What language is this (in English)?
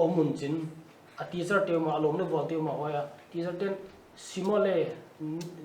Paite Chin